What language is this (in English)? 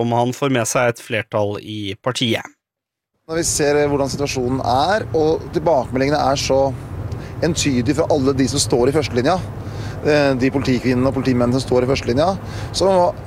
Norwegian